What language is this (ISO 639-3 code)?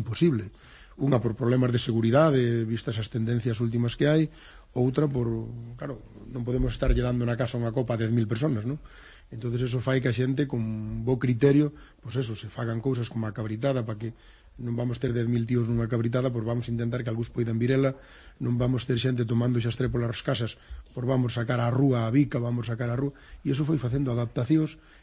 glg